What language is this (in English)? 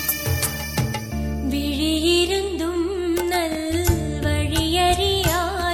Tamil